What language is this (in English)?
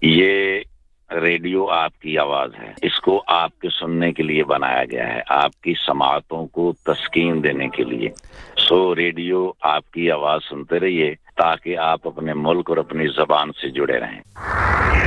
Urdu